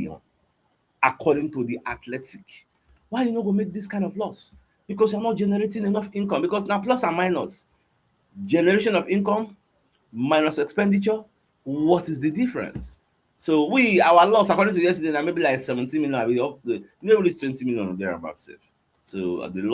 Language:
Nigerian Pidgin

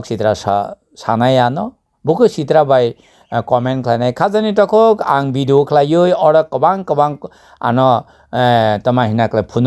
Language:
Kok Borok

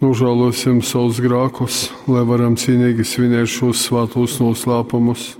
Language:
Latgalian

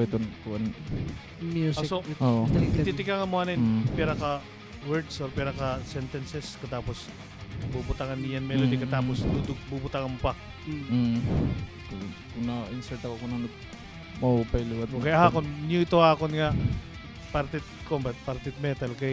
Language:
Waray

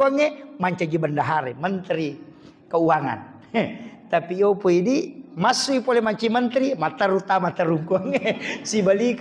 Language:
Buginese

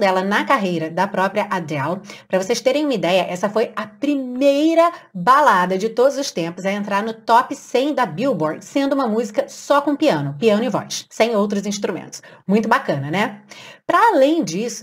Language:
Portuguese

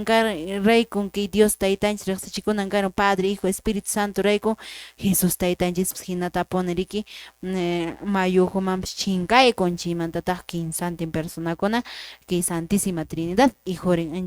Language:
Quechua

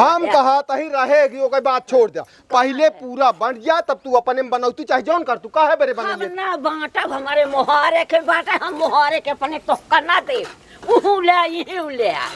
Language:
Awadhi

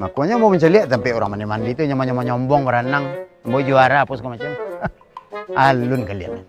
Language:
Minangkabau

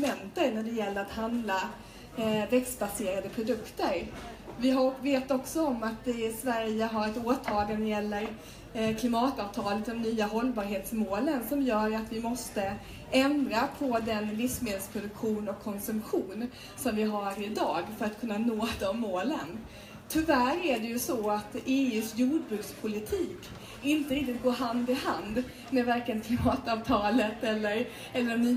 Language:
Swedish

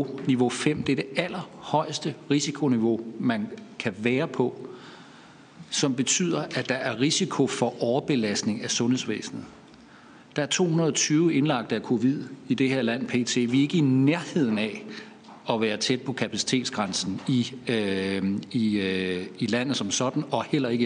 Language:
Danish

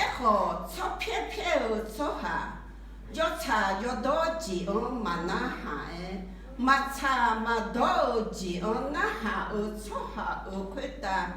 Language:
Akha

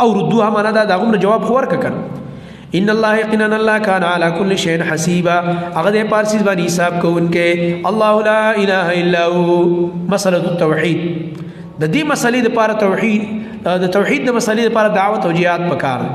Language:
Pashto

